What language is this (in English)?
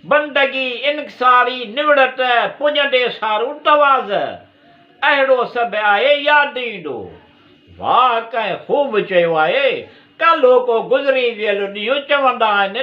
Sindhi